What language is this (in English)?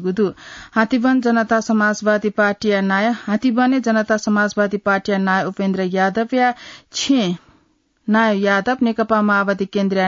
Newari